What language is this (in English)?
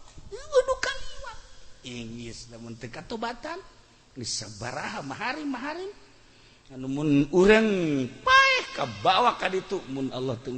Sundanese